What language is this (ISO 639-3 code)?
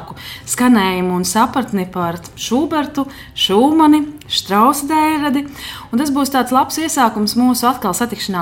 lav